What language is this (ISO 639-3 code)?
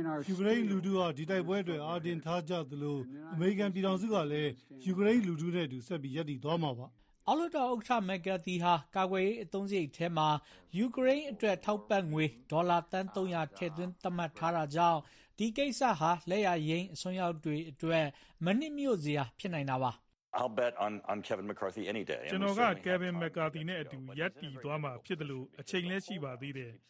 mya